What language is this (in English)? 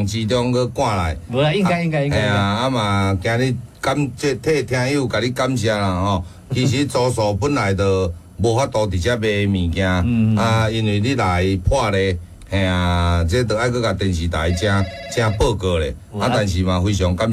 Min Nan Chinese